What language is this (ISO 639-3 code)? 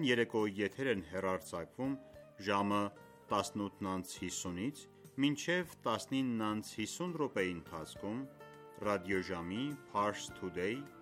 hye